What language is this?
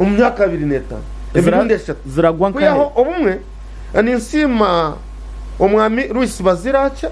Nyankole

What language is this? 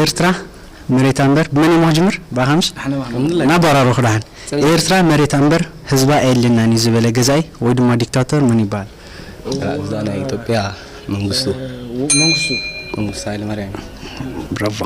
Tigrinya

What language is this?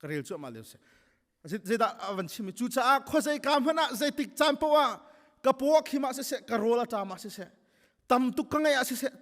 Hakha Chin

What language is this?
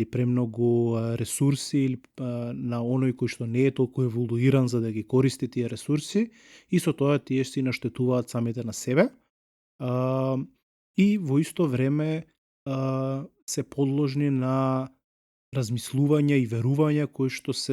Macedonian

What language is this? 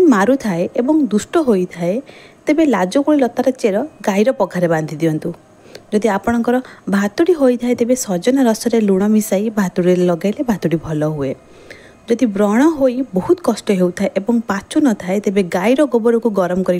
Odia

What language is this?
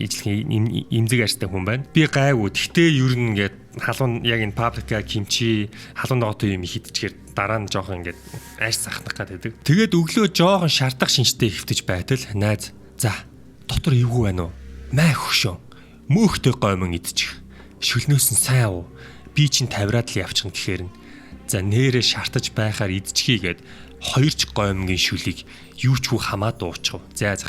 Mongolian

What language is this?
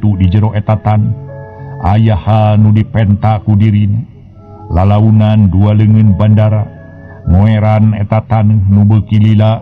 Sundanese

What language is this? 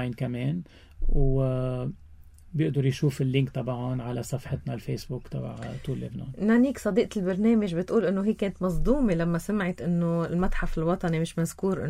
North Levantine Arabic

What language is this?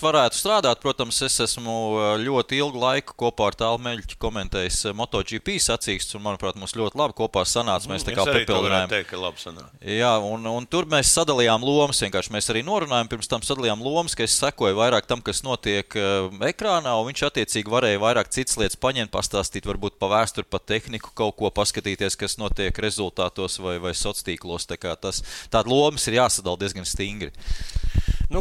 Latvian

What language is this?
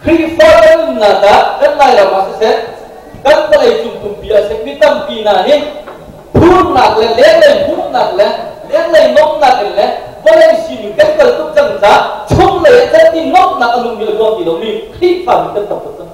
Hakha Chin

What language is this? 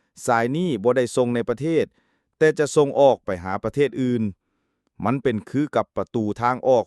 Lao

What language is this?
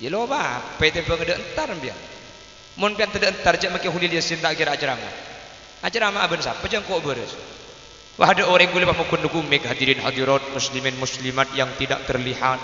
Madurese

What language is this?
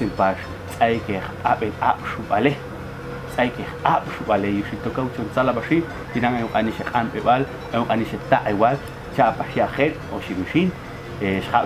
Popti'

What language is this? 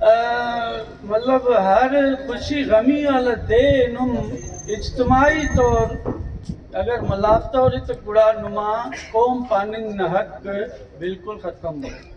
Brahui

